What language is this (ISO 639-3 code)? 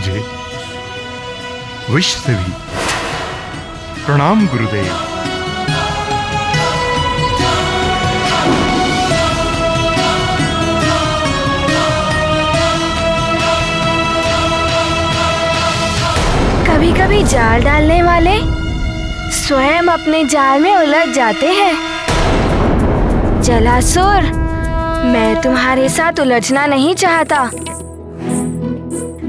hin